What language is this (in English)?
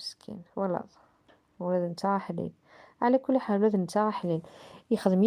Kabyle